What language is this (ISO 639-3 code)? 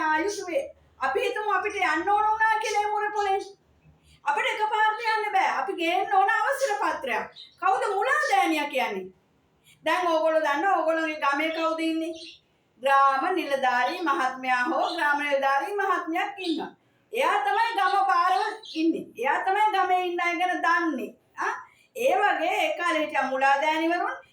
sin